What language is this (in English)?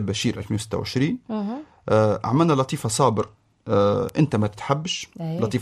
Tunisian Arabic